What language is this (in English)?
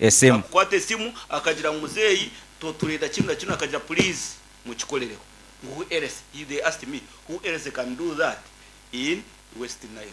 Nyoro